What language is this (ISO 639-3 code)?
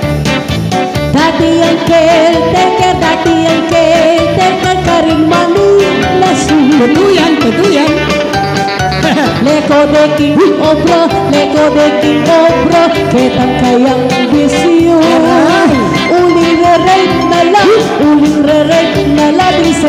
pam